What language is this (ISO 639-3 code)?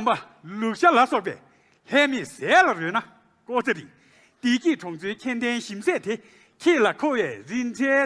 bod